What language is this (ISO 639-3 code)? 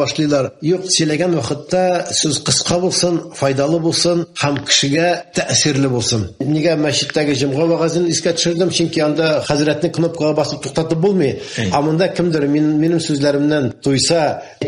tat